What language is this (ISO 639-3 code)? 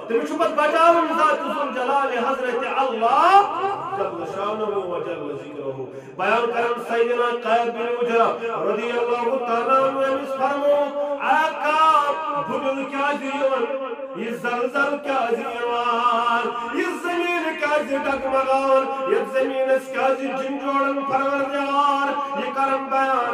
kas